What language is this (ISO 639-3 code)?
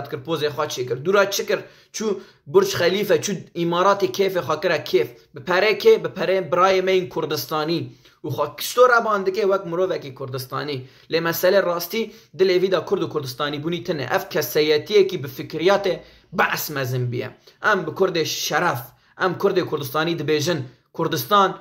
kur